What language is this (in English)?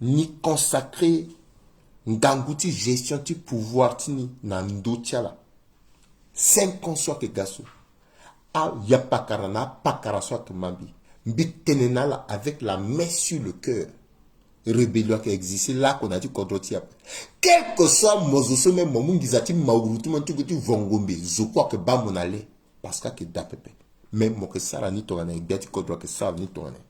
Sango